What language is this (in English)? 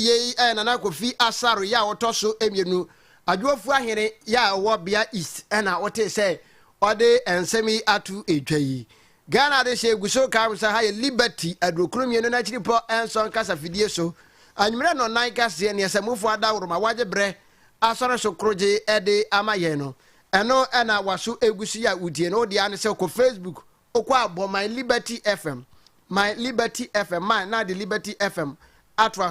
Akan